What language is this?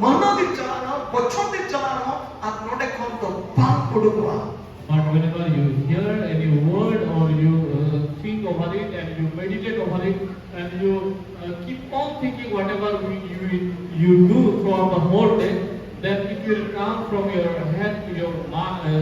Santali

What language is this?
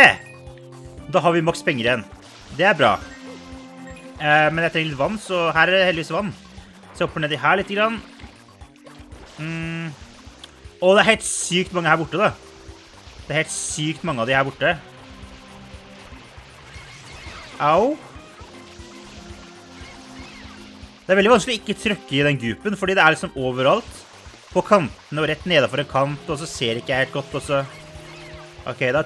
Norwegian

